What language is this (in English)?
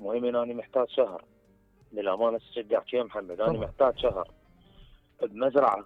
Mesopotamian Arabic